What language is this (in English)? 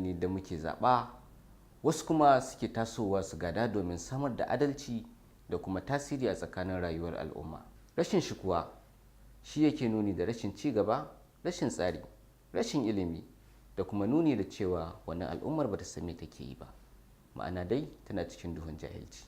Hausa